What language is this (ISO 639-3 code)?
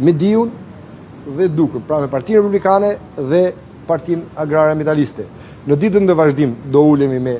sqi